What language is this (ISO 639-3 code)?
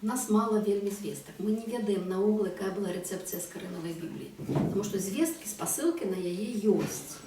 bel